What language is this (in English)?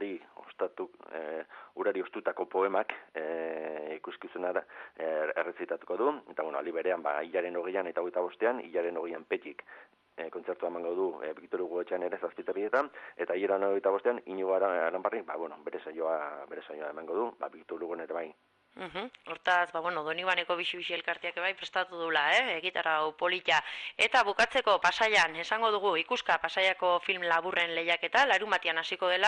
Basque